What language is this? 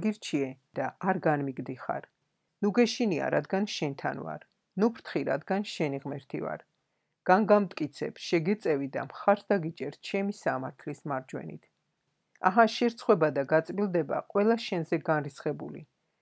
Georgian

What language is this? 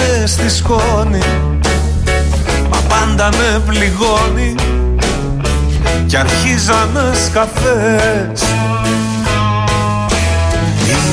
Greek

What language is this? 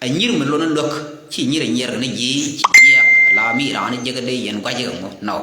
Nuer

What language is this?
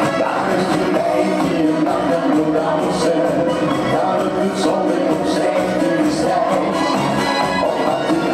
Dutch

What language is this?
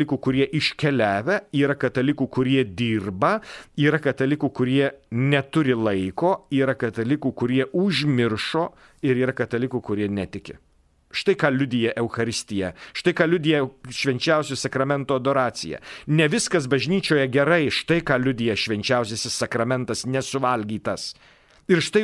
Lithuanian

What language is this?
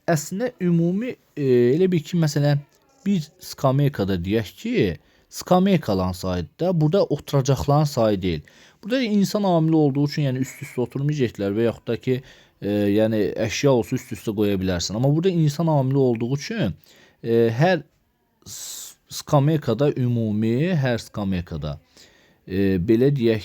Azerbaijani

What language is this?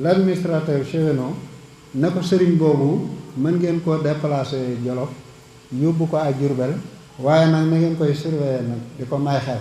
Wolof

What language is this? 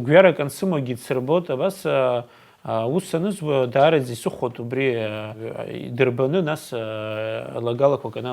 Abkhazian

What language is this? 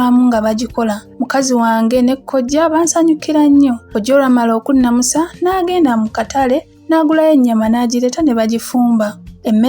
Ganda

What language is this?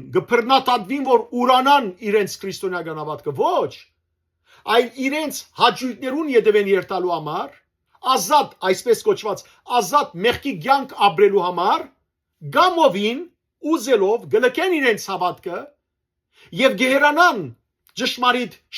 Western Armenian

